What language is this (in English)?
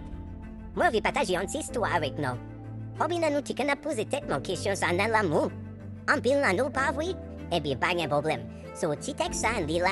Haitian Creole